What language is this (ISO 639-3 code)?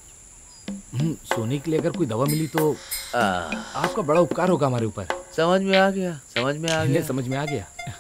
hin